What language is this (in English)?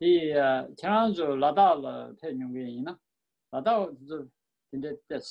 Tibetan